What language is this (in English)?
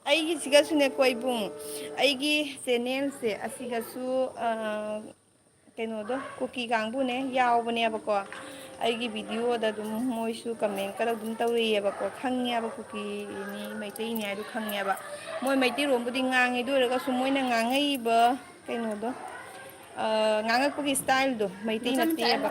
Manipuri